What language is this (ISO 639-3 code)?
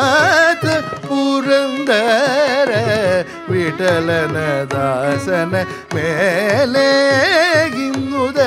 kan